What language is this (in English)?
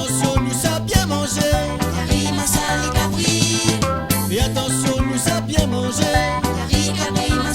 Réunion Creole French